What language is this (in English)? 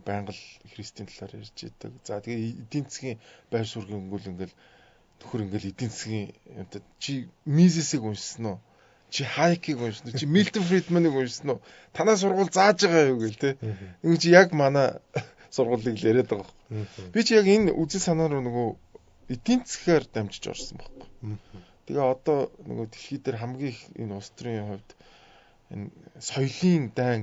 Mongolian